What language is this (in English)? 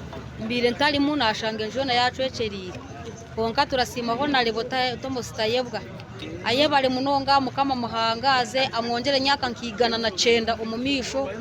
Nyankole